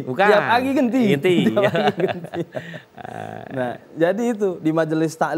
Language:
Musi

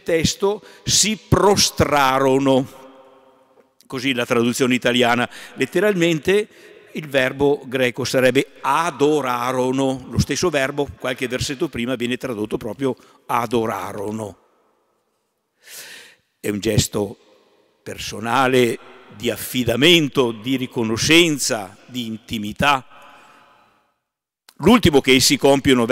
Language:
Italian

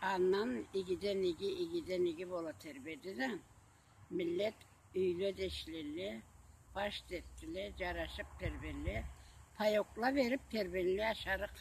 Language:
Karachay-Balkar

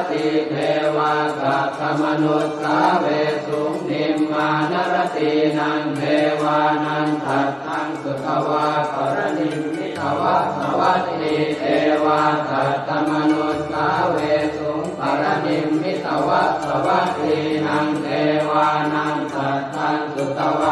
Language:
Pali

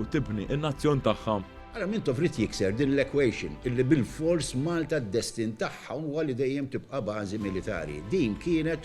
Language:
Maltese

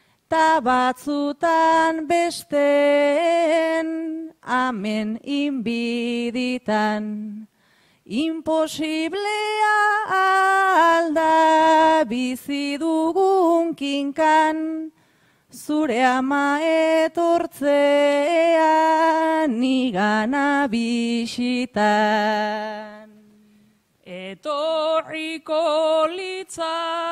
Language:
Basque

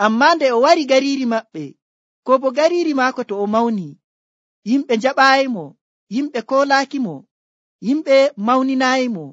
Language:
Nigerian Fulfulde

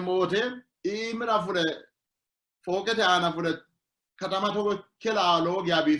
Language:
Sidamo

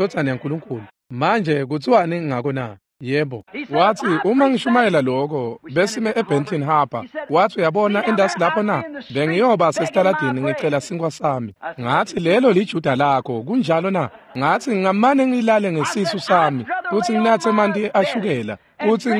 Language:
Swati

